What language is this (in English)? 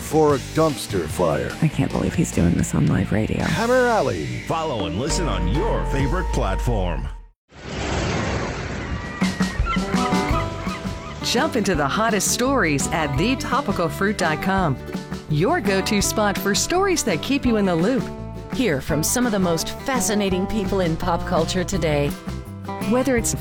English